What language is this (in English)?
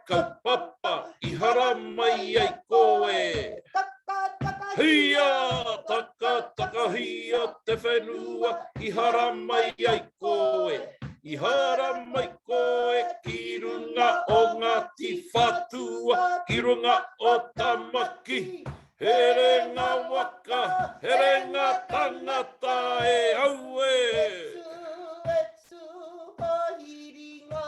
Māori